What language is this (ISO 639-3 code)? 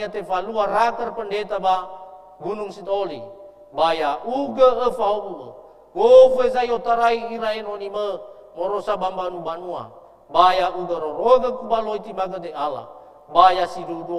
nia